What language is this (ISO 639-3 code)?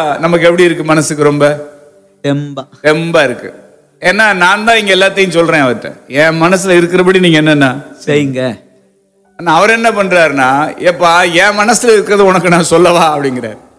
tam